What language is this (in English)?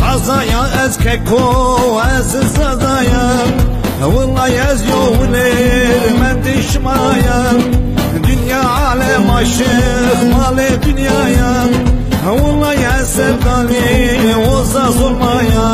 Zaza